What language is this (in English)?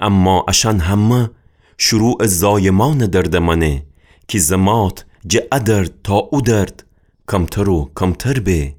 Gilaki